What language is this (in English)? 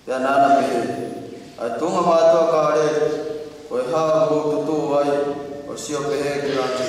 Tongan